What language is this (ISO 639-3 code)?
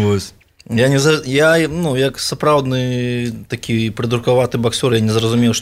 bel